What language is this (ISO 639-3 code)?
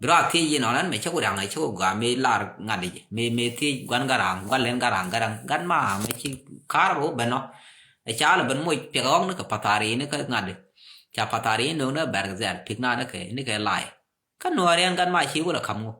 nus